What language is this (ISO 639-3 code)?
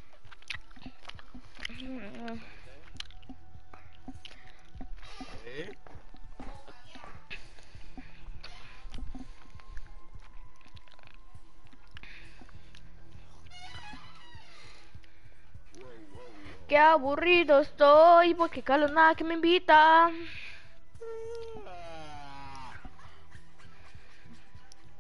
spa